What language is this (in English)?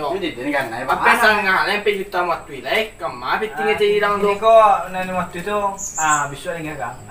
Minangkabau